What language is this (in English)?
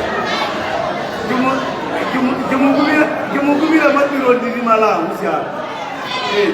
Tswana